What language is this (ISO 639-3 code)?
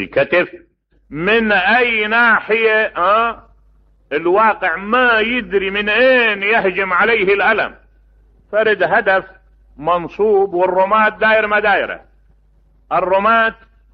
acm